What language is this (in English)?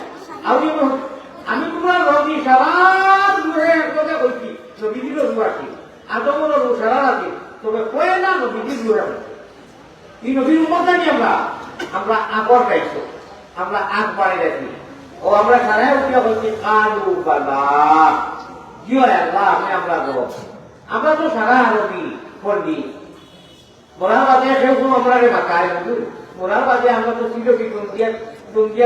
Sylheti